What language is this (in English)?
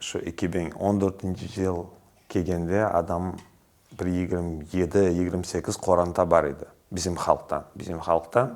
Crimean Tatar